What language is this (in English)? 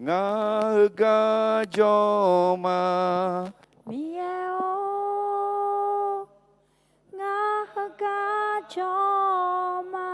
Akha